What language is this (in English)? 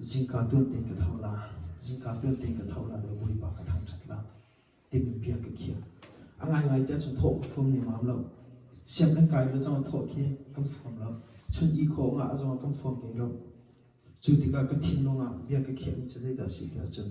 Hakha Chin